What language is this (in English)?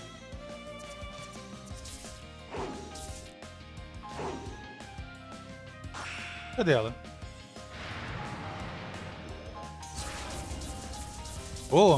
Portuguese